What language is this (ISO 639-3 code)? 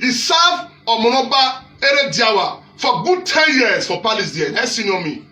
pcm